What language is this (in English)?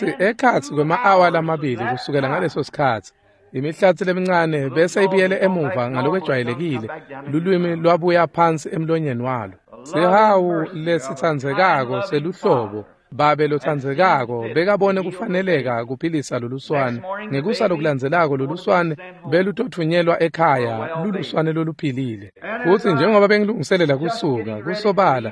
Swati